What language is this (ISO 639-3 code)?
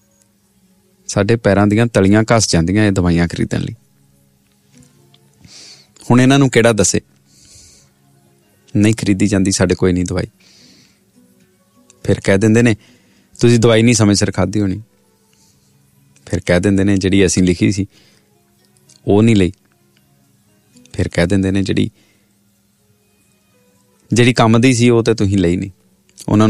pan